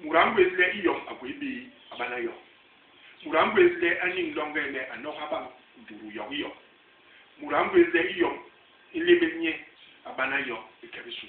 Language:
Basaa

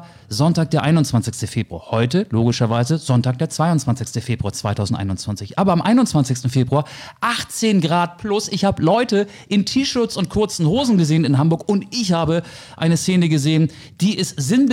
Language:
German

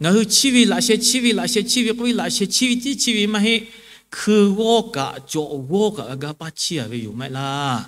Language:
Lahu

